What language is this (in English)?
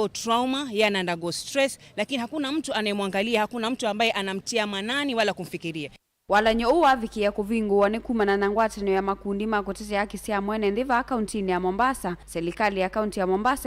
Kamba